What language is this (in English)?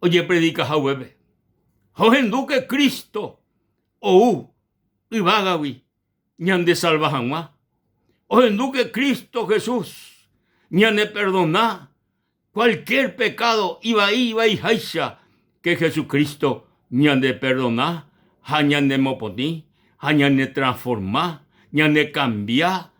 Guarani